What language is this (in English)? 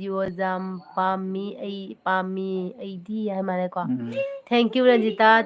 Manipuri